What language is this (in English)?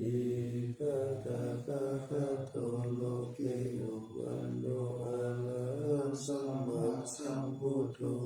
Pali